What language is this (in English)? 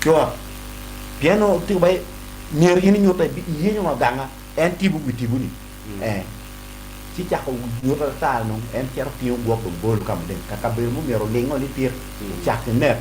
Acoli